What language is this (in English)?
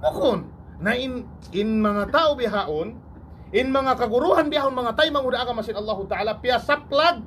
Tausug